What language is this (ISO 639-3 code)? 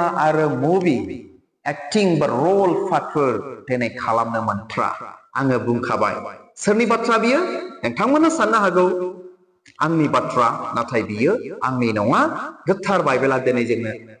brx